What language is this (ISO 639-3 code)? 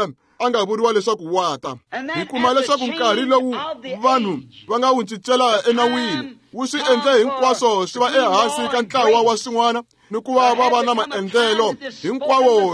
tso